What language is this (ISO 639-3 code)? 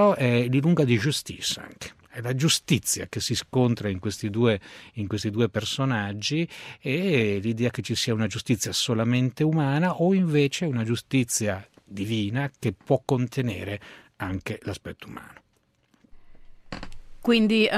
ita